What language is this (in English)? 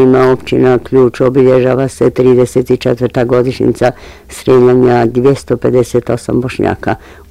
Bosnian